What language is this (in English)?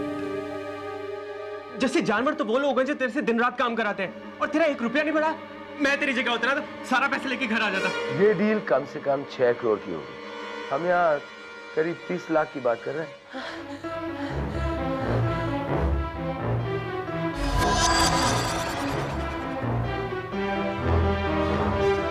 Hindi